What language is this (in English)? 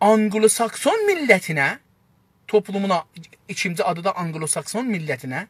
South Azerbaijani